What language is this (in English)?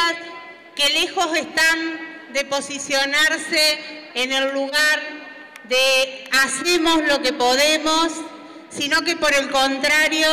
Spanish